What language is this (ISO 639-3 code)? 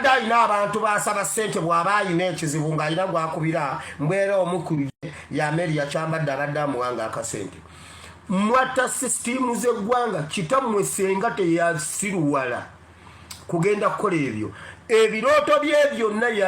lug